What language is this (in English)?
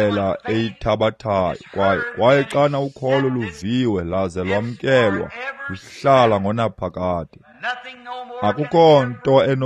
Xhosa